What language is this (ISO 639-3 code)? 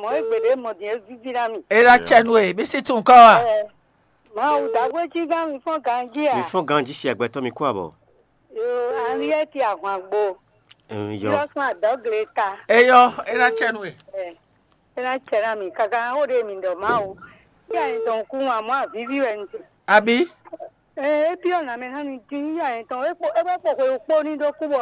fon